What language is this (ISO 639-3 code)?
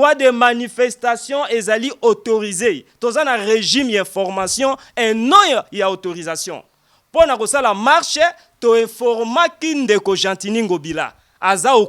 lin